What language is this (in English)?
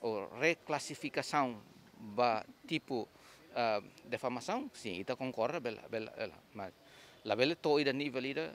Tetum